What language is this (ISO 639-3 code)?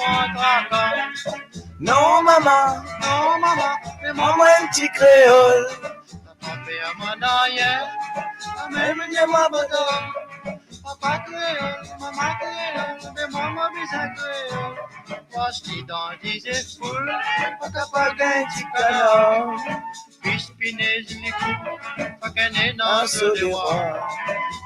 mfe